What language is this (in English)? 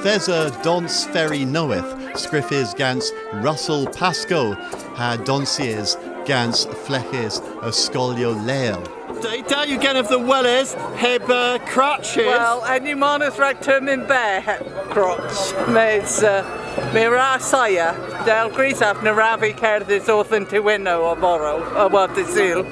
Cornish